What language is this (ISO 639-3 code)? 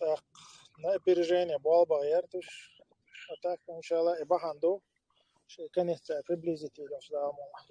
che